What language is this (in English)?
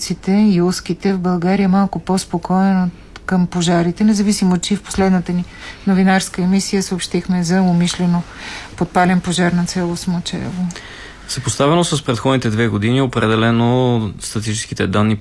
Bulgarian